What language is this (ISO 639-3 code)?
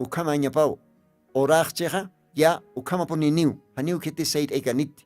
aym